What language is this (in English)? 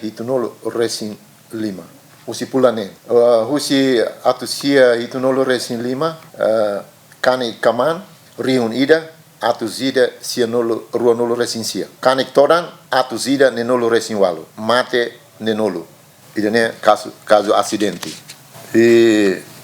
Tetum